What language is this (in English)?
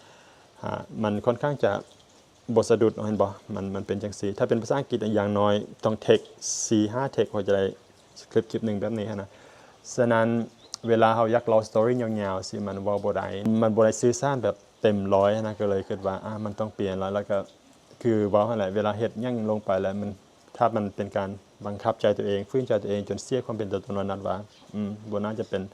Lao